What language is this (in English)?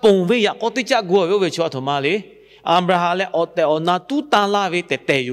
Lahu